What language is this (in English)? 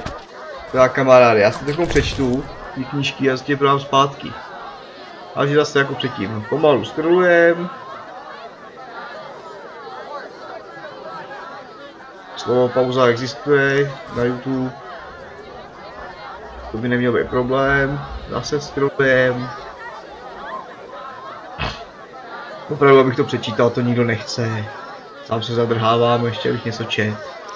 Czech